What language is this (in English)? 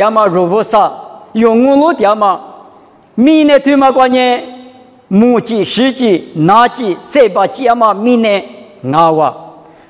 Lisu